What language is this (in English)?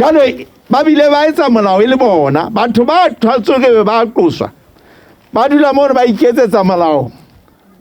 Southern Sotho